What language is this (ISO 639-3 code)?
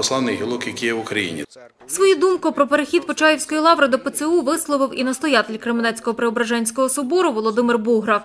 ukr